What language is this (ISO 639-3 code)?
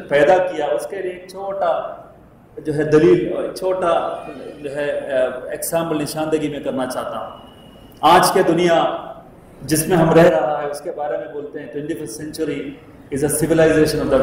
urd